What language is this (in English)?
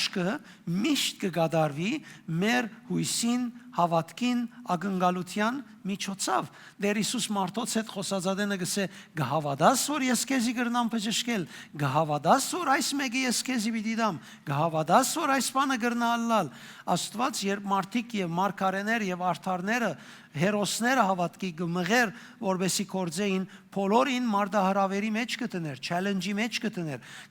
Western Armenian